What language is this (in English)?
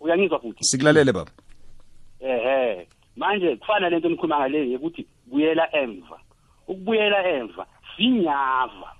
South Ndebele